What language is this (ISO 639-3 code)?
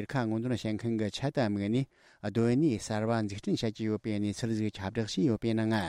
bod